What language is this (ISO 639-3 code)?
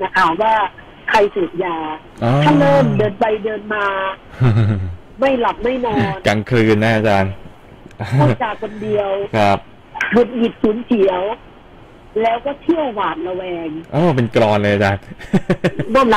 tha